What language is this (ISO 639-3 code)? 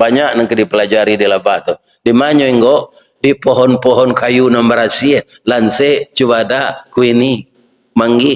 min